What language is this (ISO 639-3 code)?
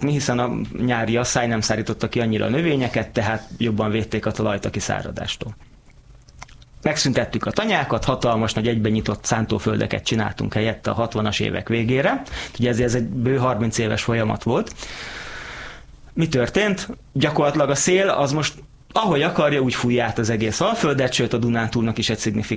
hun